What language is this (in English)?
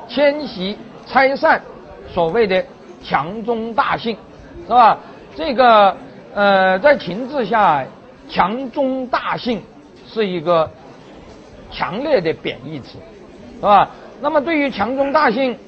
Chinese